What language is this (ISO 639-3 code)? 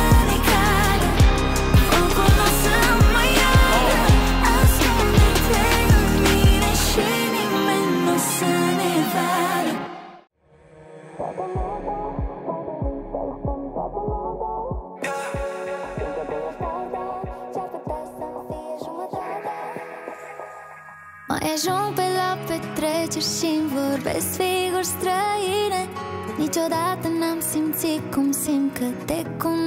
ron